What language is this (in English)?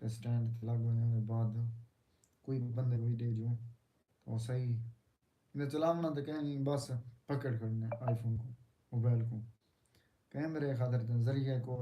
Saraiki